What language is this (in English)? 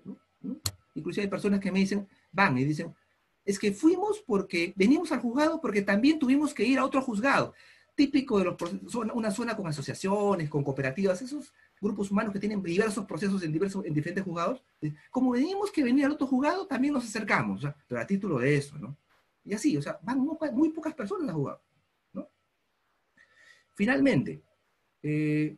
Spanish